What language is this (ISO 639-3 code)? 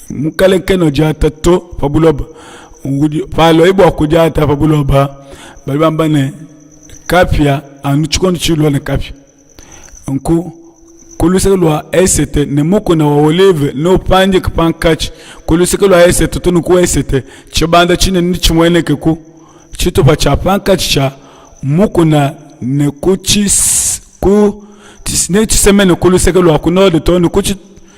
lua